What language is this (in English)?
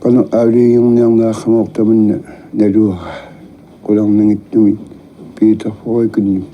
Kalaallisut